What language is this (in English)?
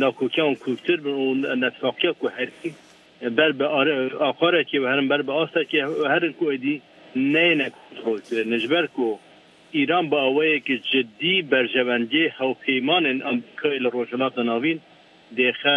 Kurdish